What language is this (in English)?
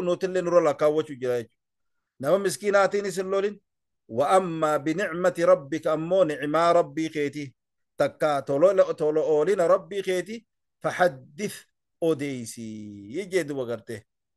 Oromo